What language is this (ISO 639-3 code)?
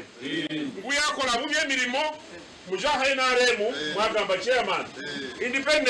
nyn